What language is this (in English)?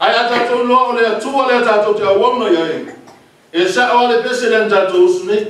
Samoan